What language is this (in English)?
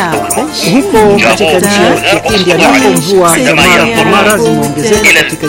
Swahili